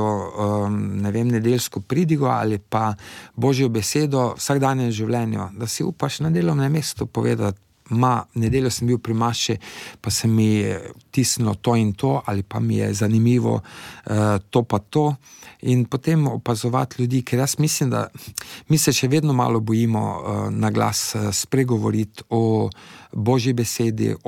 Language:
Slovenian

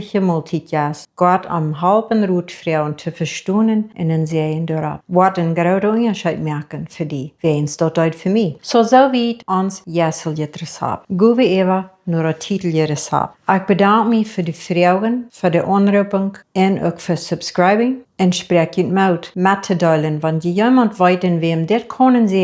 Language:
Plautdietsch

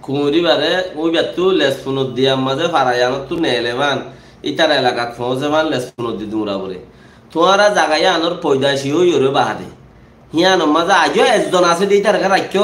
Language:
Rohingya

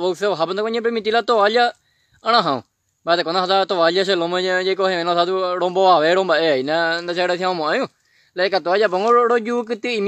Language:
Guarani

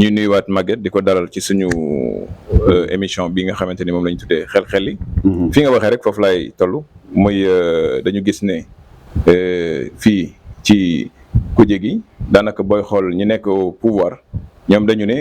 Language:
Wolof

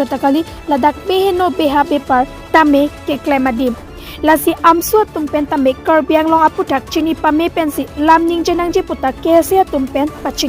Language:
Karbi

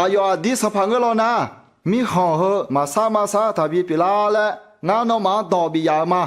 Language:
Akha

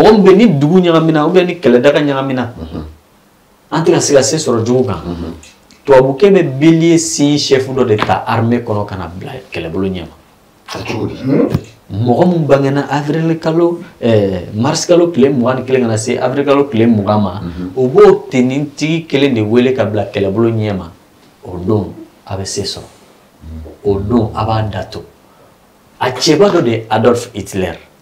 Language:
Bambara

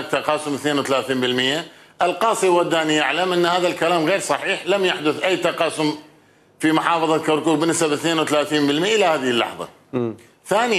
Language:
Mesopotamian Arabic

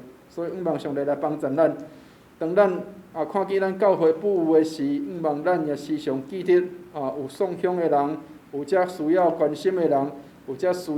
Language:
Min Nan Chinese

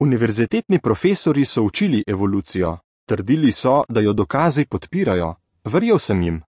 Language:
Slovenian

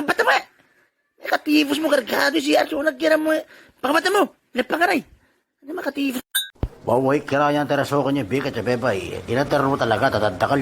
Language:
Itawit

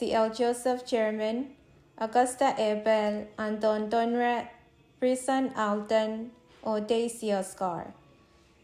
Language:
Pohnpeian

